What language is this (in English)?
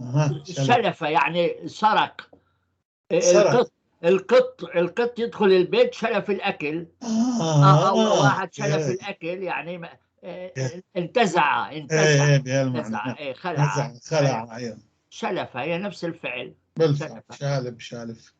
North Levantine Arabic